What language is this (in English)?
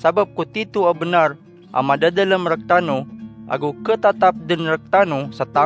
Maranao